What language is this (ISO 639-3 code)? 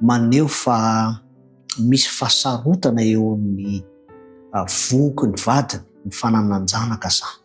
mlg